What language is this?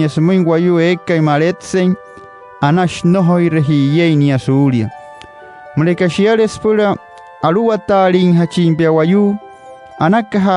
Wayuu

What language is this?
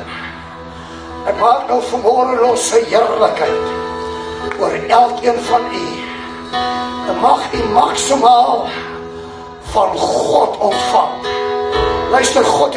Afrikaans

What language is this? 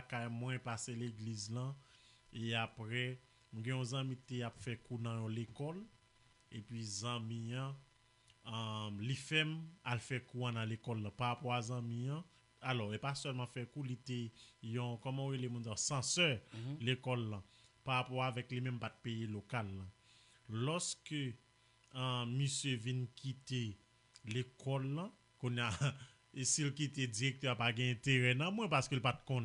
Haitian Creole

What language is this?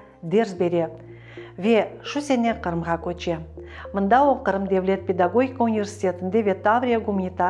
Crimean Tatar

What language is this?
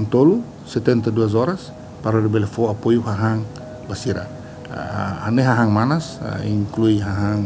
Tetum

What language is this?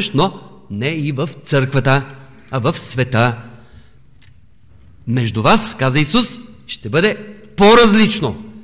Bulgarian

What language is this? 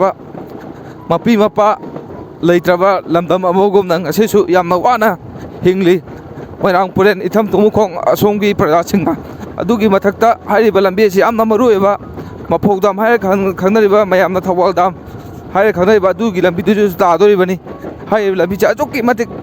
Manipuri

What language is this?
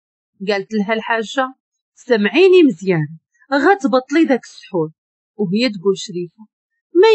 Moroccan Arabic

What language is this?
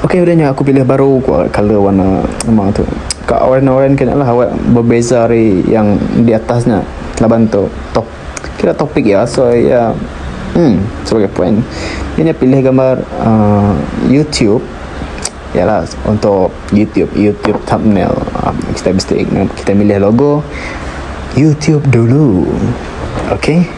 Iban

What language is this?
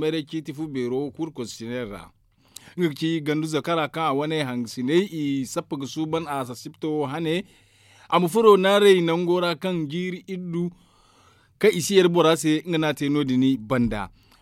Zarma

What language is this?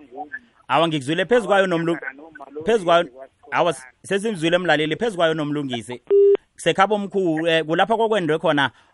South Ndebele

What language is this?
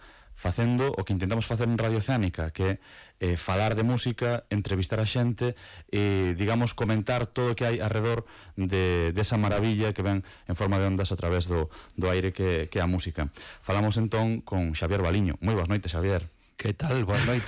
Galician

